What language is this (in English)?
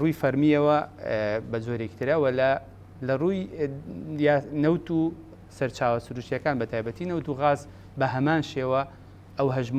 Central Kurdish